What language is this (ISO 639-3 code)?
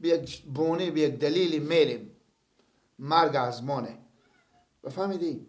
fas